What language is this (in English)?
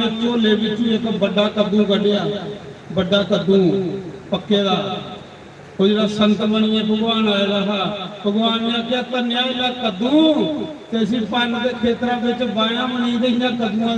Dogri